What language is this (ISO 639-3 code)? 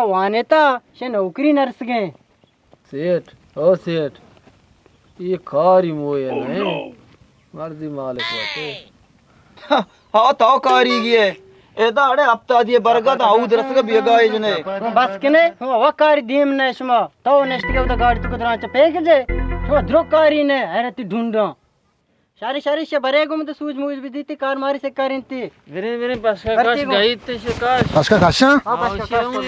bal